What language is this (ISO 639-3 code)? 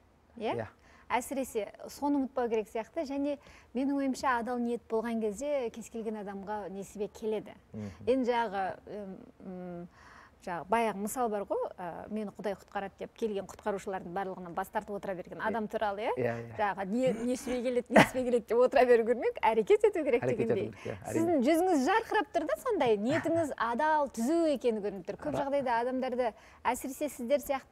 kaz